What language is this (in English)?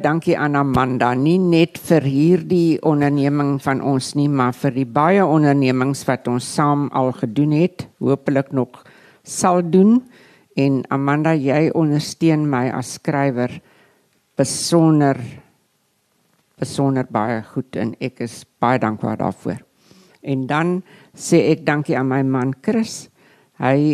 Afrikaans